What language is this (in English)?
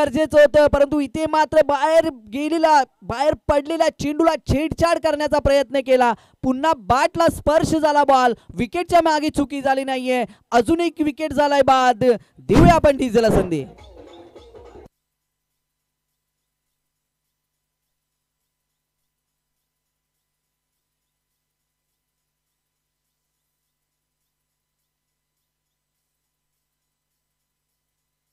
Marathi